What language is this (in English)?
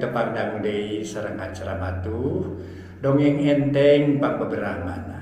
Sundanese